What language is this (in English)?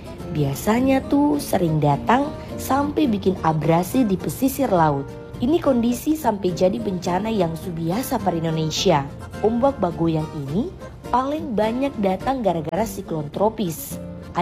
Indonesian